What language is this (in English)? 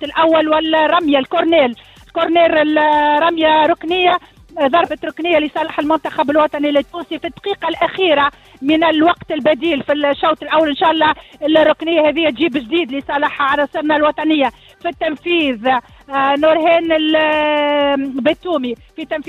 Tunisian Arabic